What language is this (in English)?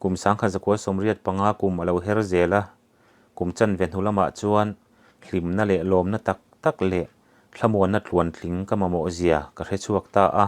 Mizo